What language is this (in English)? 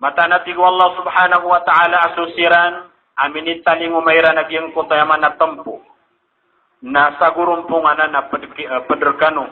Maranao